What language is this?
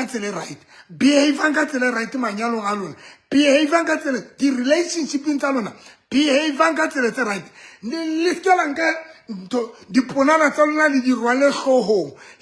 Southern Sotho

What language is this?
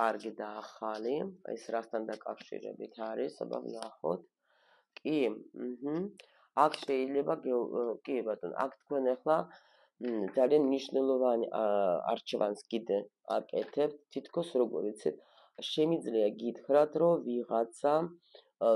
Georgian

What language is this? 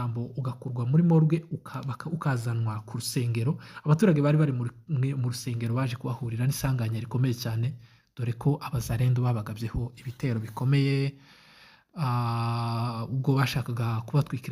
Kinyarwanda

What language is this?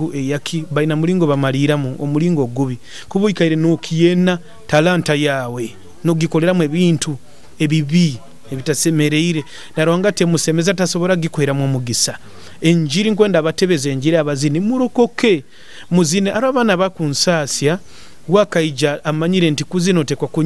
Nyoro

